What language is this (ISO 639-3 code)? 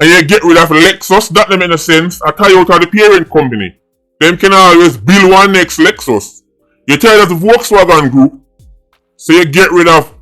jam